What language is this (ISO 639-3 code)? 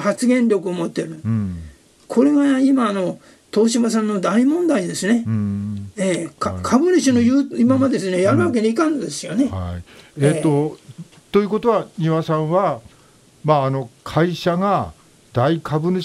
jpn